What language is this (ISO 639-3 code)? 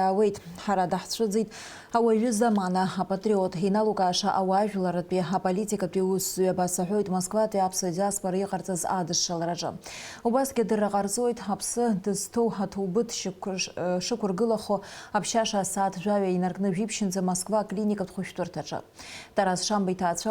abk